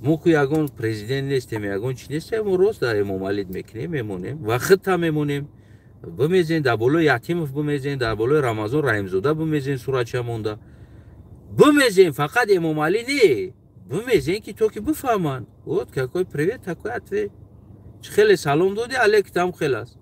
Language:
Tajik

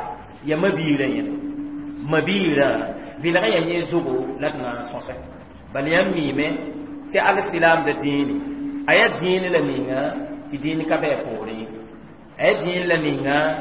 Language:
Mossi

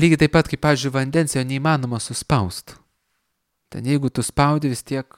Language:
Lithuanian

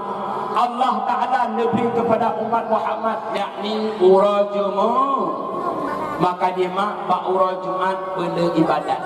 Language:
Achinese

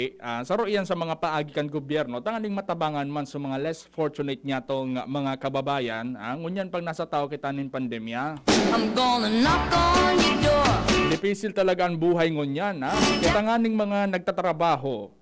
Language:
Bikol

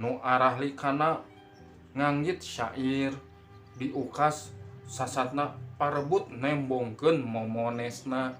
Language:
Sundanese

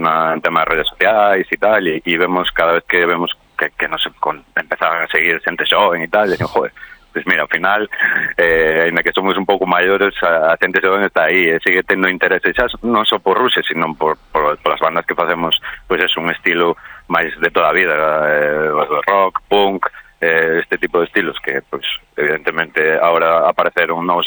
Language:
Galician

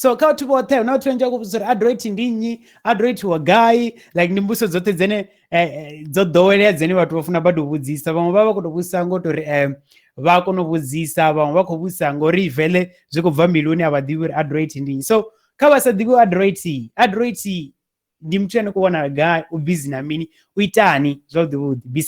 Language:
Venda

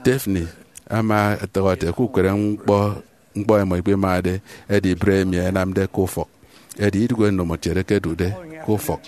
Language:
Efik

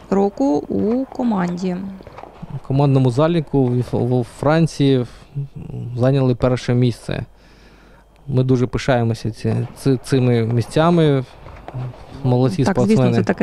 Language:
Ukrainian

